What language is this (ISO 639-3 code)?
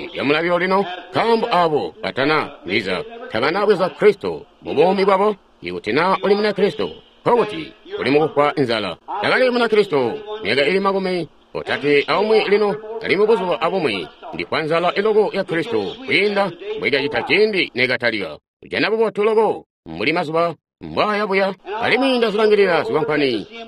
toi